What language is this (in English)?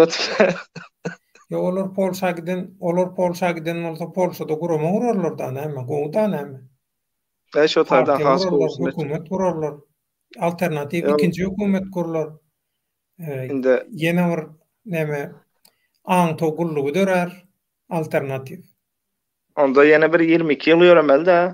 Turkmen